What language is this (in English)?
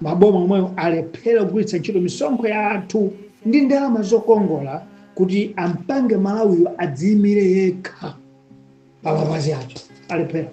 Nyanja